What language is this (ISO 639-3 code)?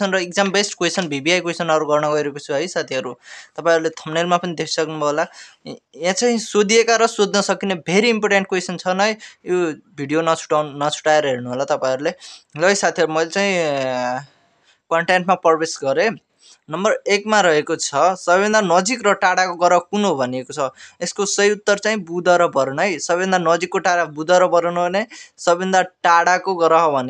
nep